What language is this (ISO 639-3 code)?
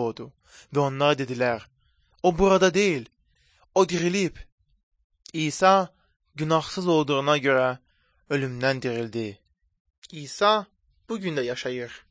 aze